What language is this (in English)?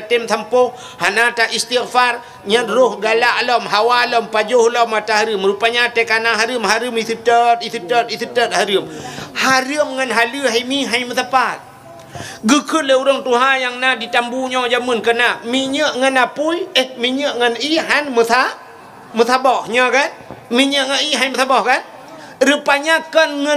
Achinese